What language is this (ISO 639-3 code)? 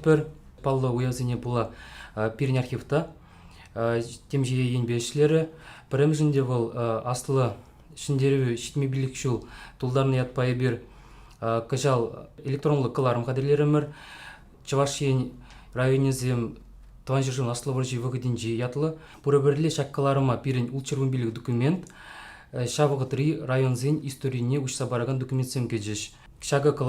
chv